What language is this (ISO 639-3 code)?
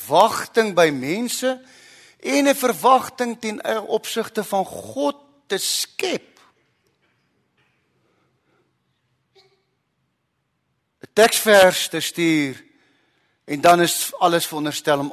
afr